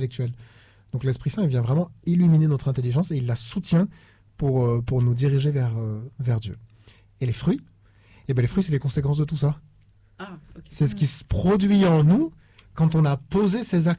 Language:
French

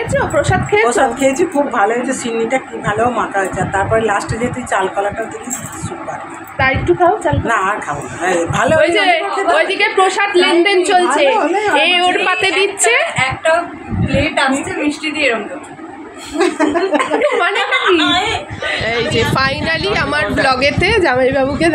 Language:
Bangla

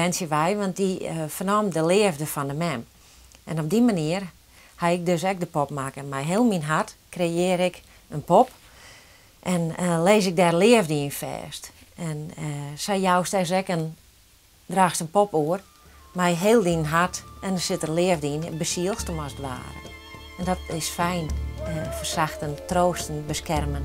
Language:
Western Frisian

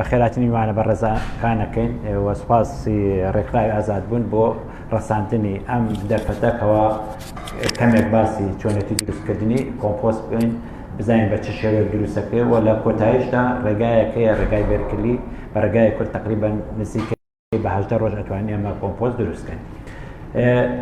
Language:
Central Kurdish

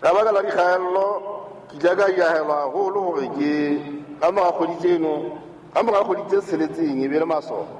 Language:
Southern Sotho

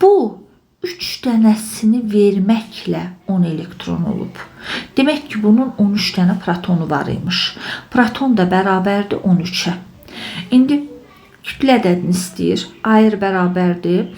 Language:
Azerbaijani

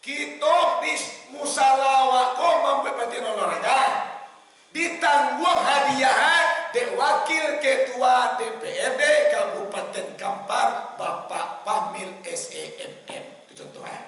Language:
Minangkabau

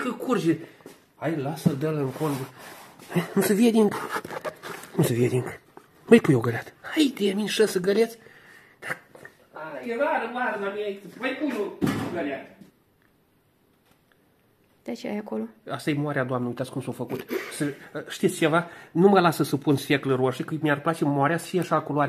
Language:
Romanian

